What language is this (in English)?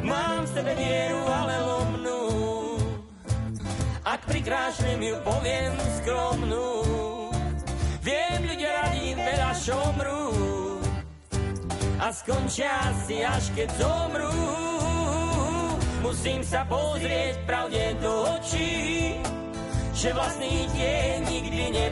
Slovak